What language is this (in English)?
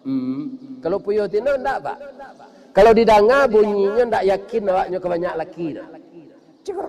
Minangkabau